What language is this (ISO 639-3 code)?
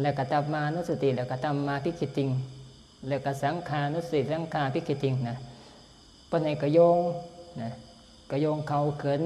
tts